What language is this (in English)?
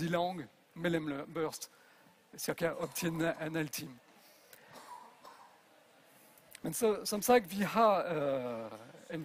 Danish